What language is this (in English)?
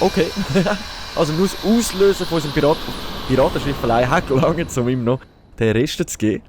Swiss German